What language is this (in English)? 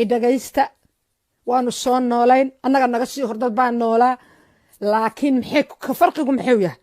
Somali